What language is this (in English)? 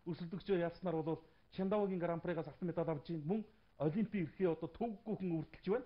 Mongolian